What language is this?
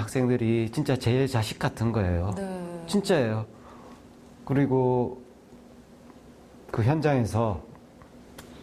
Korean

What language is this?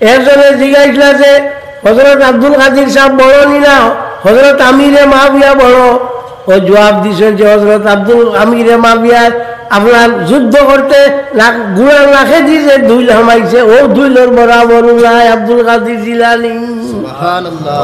Sylheti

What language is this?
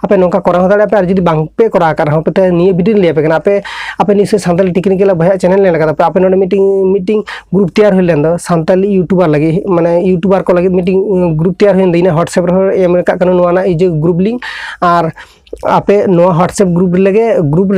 Santali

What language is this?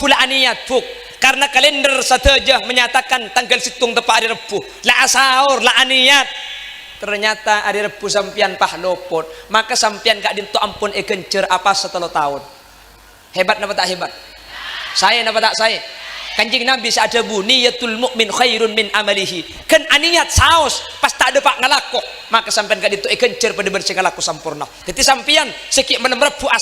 Madurese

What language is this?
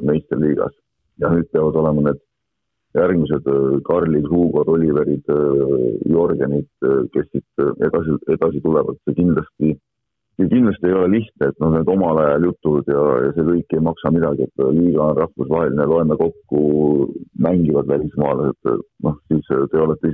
Estonian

